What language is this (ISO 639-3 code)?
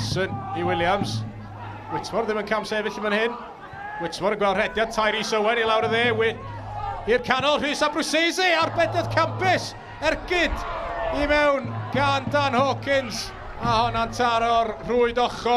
cym